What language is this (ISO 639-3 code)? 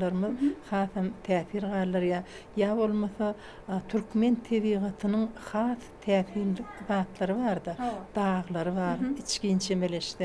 tuk